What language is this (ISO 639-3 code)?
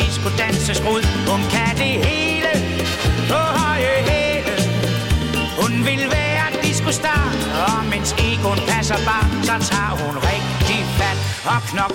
dan